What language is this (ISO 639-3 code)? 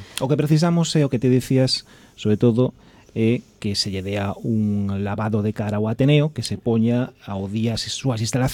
glg